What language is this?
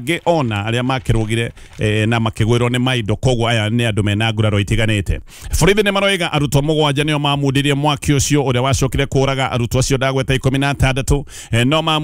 Kikuyu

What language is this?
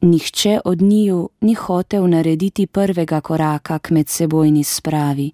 Slovenian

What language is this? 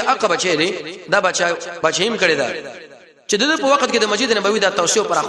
Pashto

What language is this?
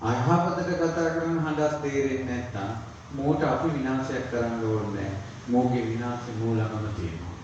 Sinhala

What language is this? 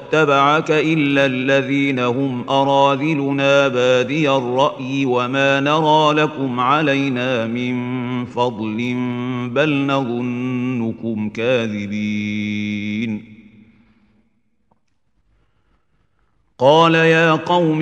Arabic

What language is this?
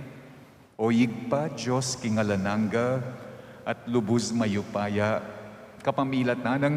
Pampanga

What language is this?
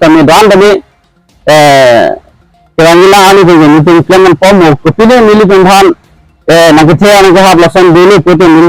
Karbi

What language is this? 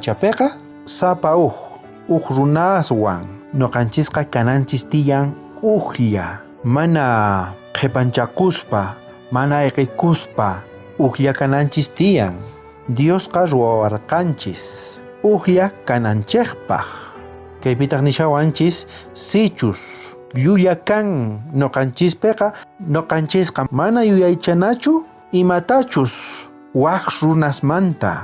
South Bolivian Quechua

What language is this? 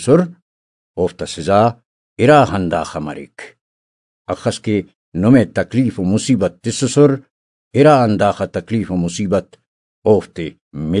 Brahui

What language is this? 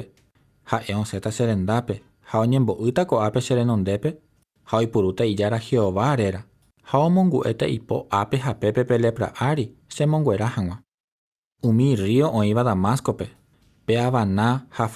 Guarani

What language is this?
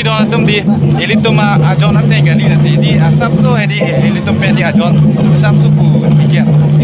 Karbi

